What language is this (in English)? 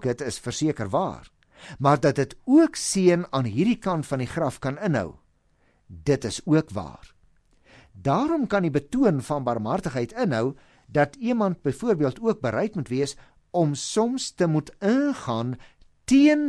Afrikaans